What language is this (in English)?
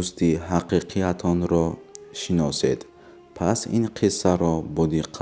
Tajik